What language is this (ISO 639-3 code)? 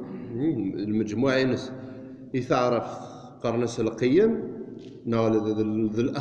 kab